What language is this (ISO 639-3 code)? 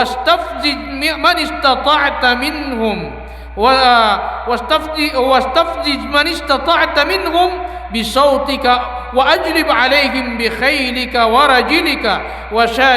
mrw